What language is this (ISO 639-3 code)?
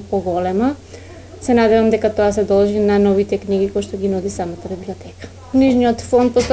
mkd